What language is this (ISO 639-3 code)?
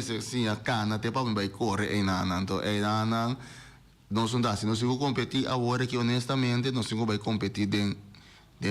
pap